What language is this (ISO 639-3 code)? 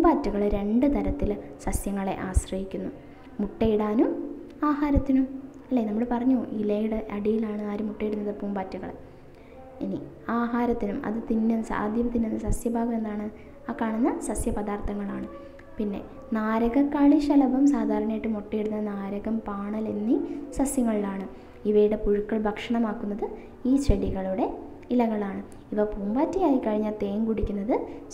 mal